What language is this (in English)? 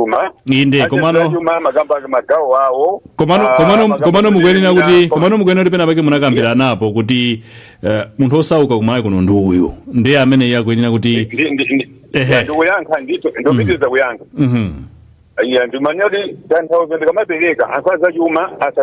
Nyanja